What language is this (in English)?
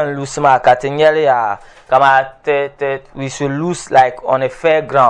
Dagbani